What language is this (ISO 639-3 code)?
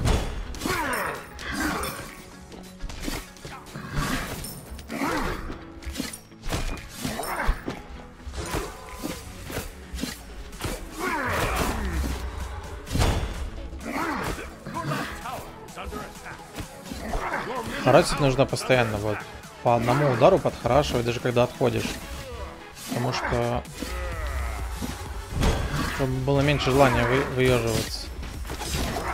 rus